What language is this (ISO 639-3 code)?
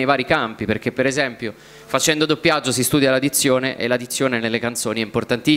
ita